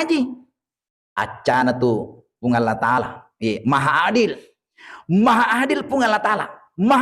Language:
Buginese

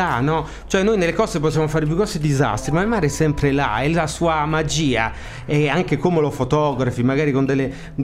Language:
Italian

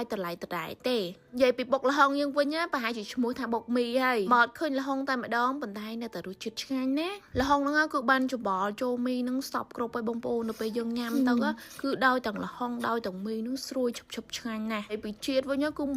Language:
Khmer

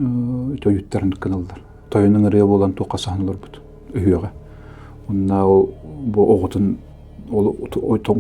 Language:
Yakut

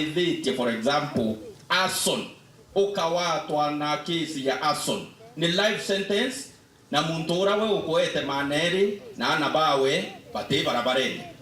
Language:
Meru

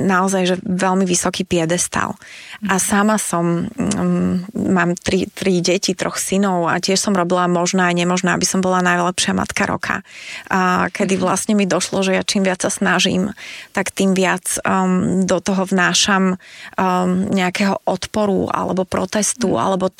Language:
Slovak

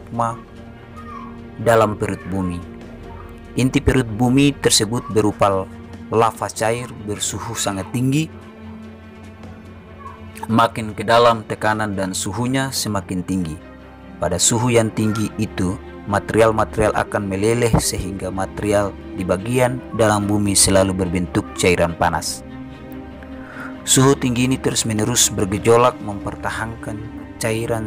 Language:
Indonesian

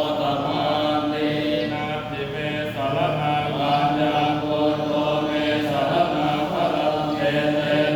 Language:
Pali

